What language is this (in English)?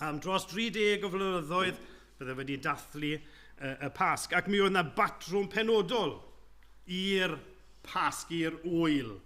Welsh